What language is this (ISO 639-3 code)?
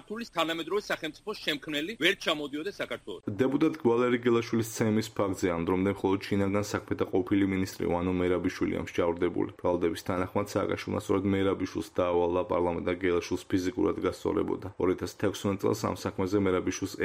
kat